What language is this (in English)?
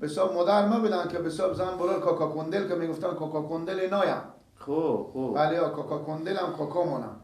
Persian